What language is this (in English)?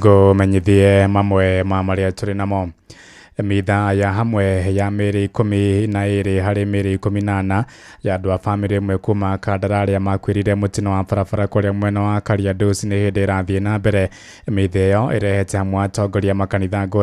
Kikuyu